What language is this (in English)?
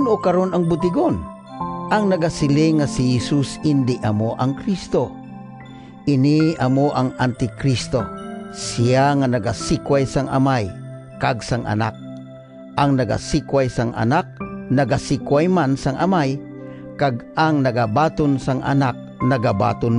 Hiligaynon